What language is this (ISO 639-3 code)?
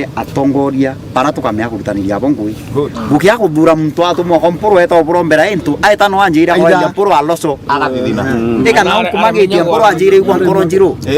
mer